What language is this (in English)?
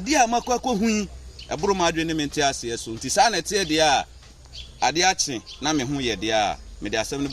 Akan